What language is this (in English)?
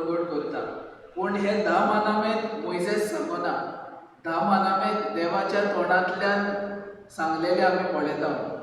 Konkani